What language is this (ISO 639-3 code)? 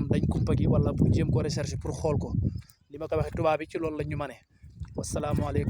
wol